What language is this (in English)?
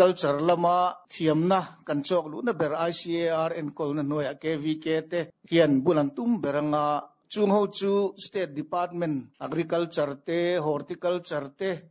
Mizo